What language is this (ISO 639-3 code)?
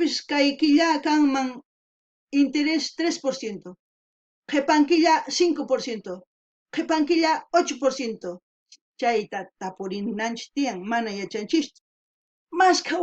quh